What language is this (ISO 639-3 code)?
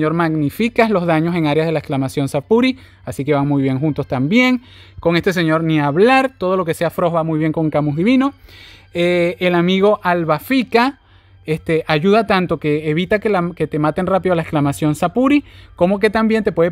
spa